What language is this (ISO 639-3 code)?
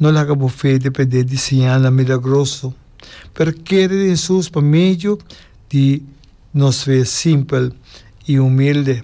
pap